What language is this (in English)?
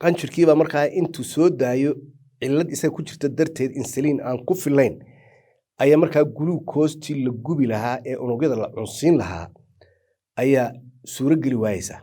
Somali